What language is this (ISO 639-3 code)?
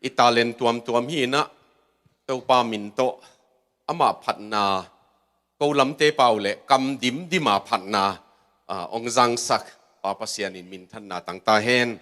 ctd